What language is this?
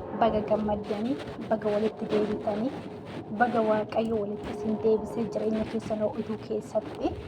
Oromo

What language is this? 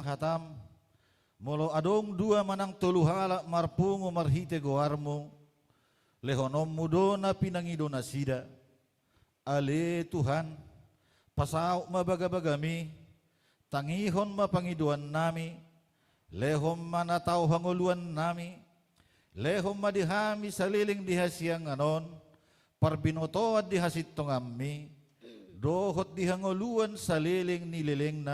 Batak Toba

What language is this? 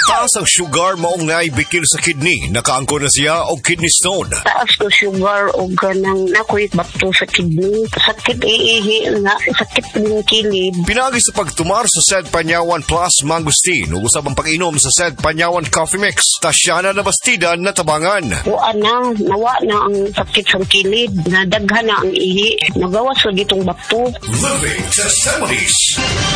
Cebuano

